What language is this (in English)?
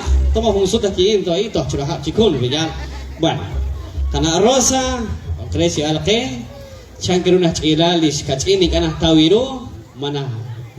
Kekchí